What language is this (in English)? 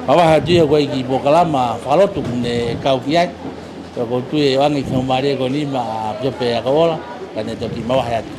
Tongan